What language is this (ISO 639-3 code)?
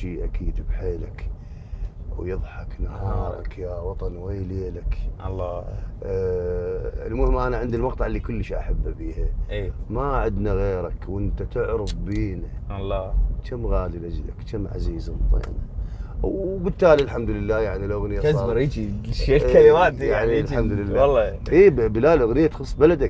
acm